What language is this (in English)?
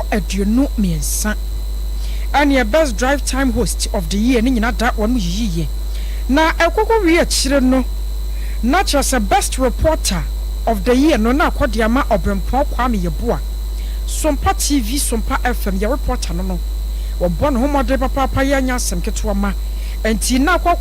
Akan